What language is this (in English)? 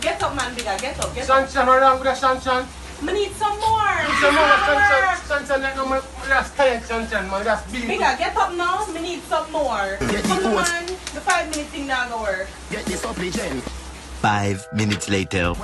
Jamaican Creole English